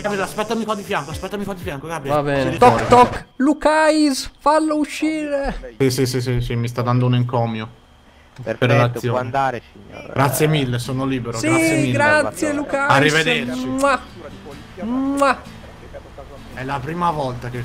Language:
Italian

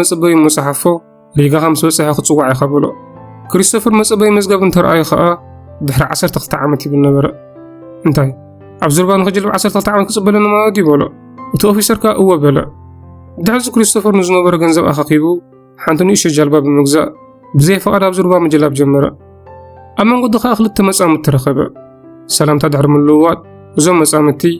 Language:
Tigrinya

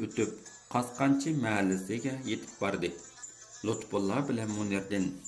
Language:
Uyghur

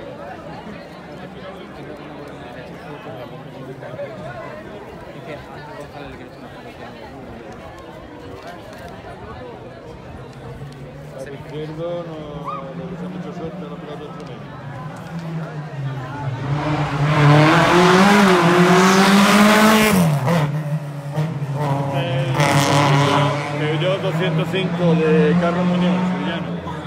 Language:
Spanish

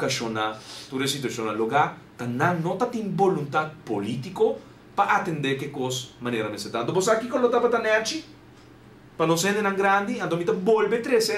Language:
Papiamento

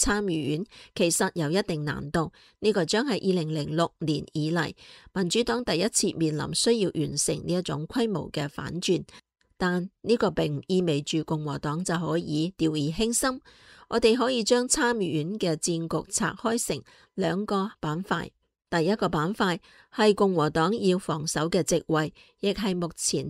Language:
Cantonese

